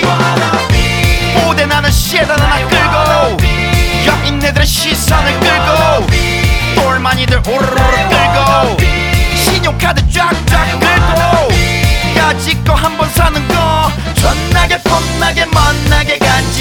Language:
Korean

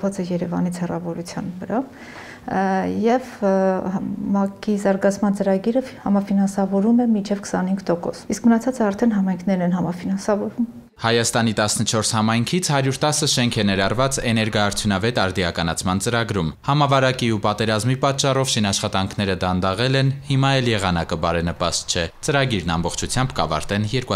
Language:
Armenian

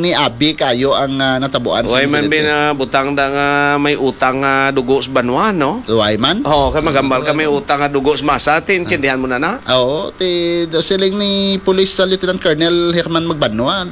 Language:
Hiligaynon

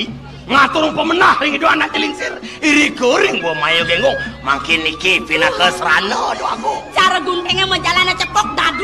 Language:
Balinese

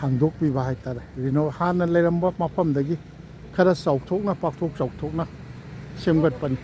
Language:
Manipuri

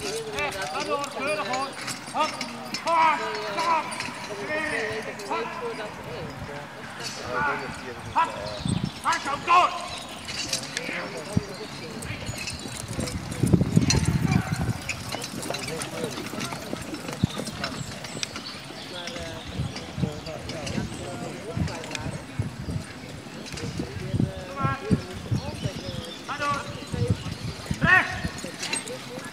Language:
Dutch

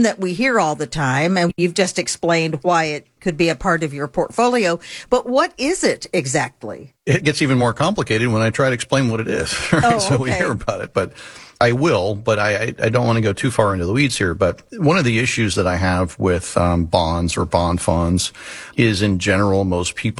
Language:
English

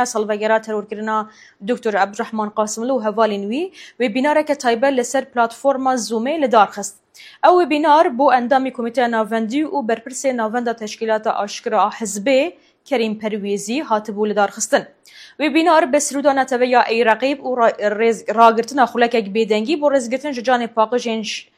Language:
Kurdish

